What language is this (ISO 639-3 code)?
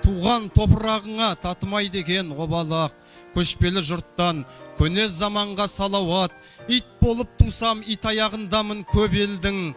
kaz